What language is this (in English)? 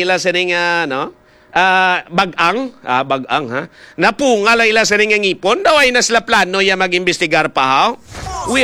Hiligaynon